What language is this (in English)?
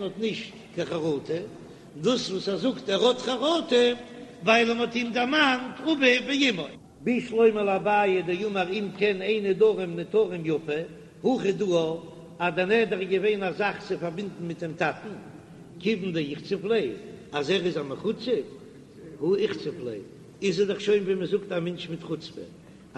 Yiddish